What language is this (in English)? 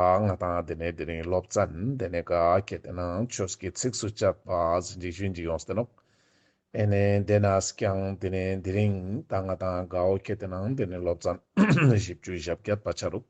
Ladakhi